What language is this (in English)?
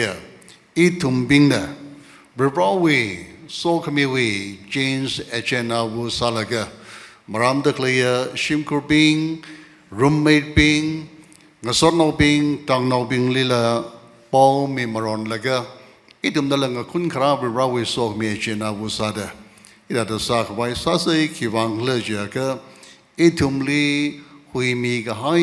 Tangkhul Naga (India)